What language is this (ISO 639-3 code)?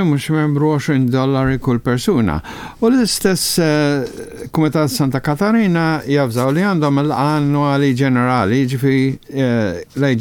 mlt